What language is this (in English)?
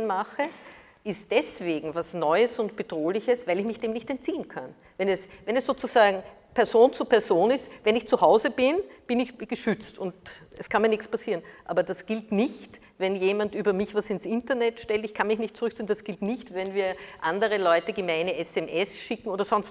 German